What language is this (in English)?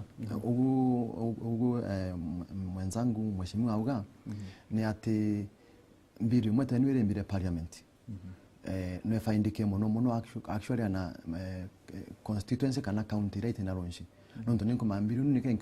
Meru